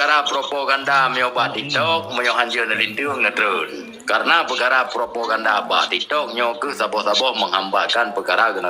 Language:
Achinese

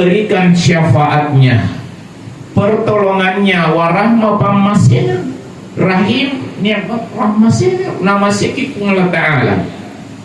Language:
Buginese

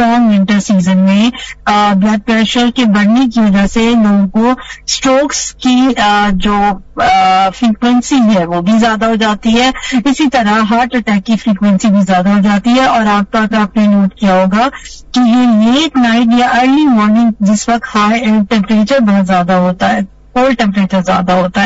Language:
Urdu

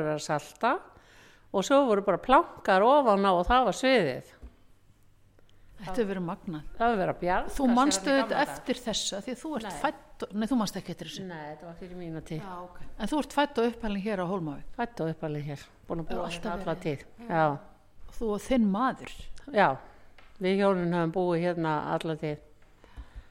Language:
Icelandic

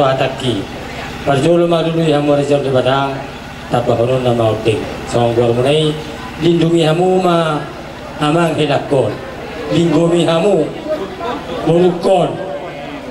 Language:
Batak Toba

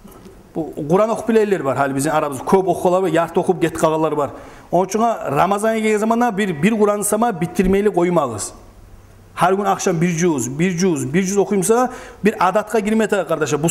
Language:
Kumyk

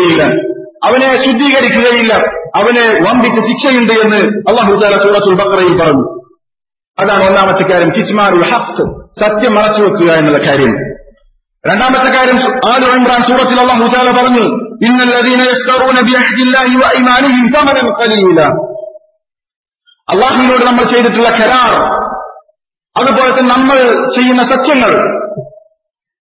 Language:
Malayalam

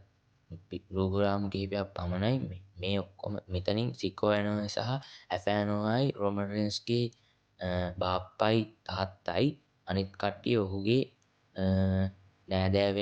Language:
Sinhala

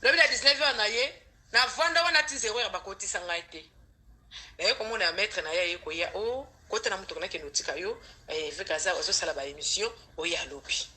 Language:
Lingala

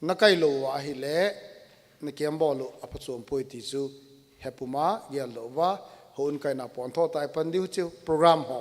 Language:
Thado Chin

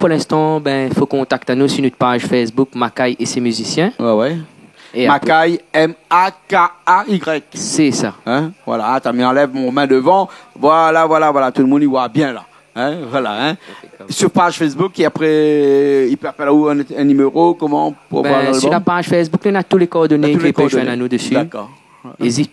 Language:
Réunion Creole French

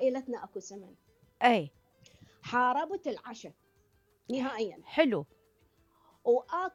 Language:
Mesopotamian Arabic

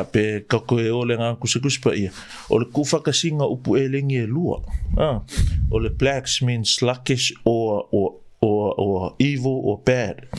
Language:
Samoan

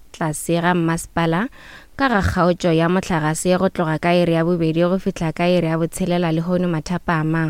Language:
Northern Sotho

